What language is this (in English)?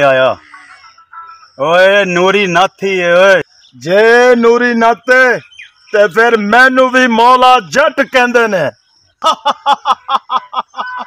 Punjabi